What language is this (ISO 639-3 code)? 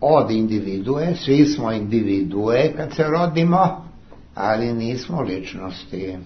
srp